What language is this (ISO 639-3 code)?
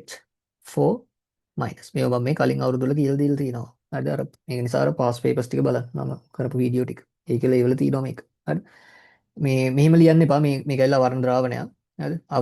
sin